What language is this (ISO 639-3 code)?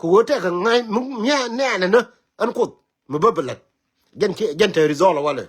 nus